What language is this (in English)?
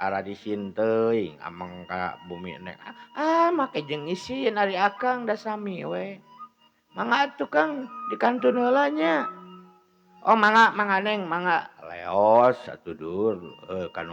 Sundanese